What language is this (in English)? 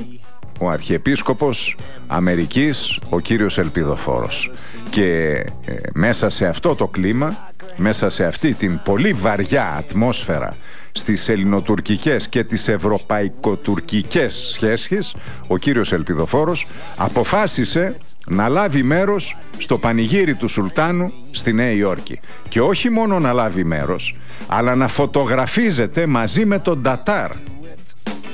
Greek